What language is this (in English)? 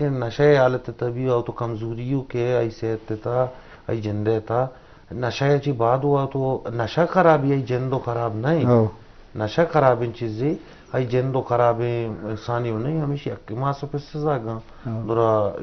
Eastern Balochi